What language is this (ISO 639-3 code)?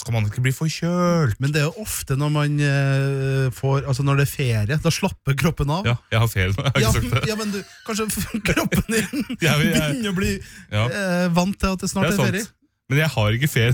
nor